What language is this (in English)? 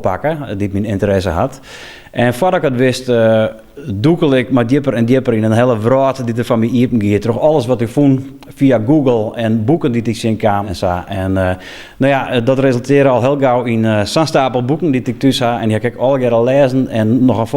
Western Frisian